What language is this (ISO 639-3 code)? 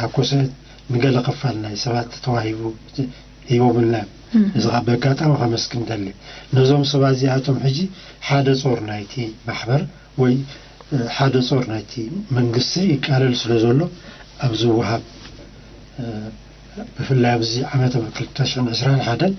tir